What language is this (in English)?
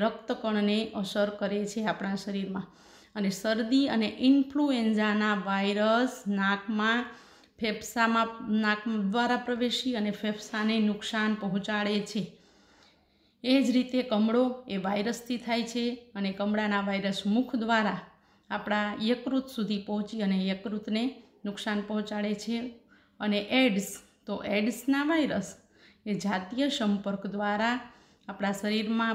Gujarati